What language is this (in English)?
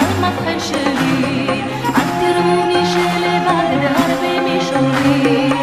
Hebrew